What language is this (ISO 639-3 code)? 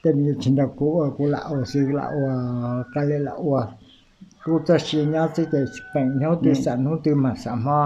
hmn